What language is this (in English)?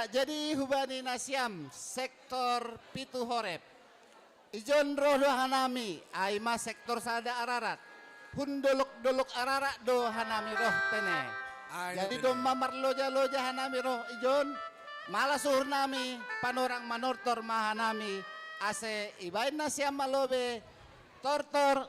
Batak Simalungun